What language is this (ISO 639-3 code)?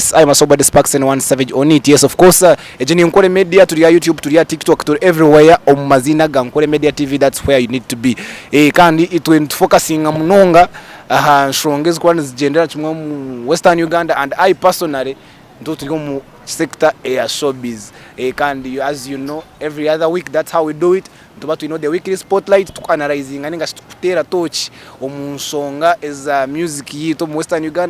nyn